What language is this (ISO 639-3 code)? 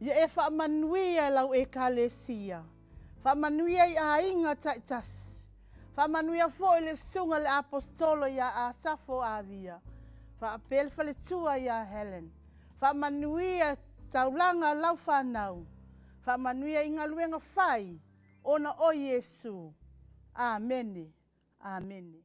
smo